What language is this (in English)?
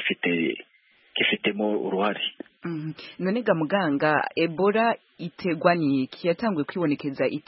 Kinyarwanda